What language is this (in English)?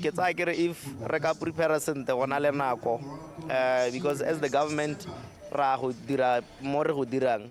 Tswana